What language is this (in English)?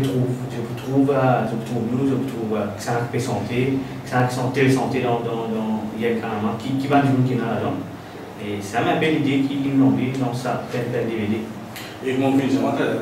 Morisyen